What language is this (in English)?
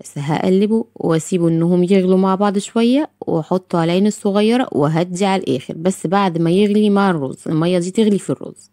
Egyptian Arabic